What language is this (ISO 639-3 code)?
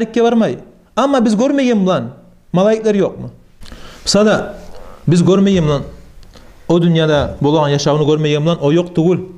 kum